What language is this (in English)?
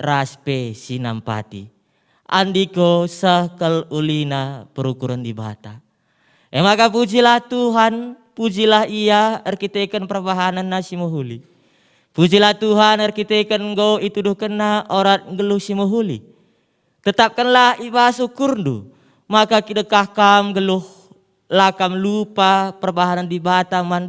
Batak Karo